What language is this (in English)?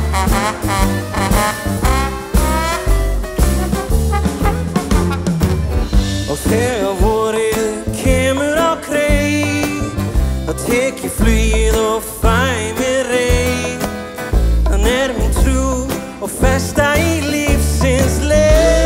Icelandic